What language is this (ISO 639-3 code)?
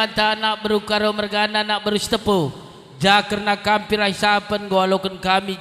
btx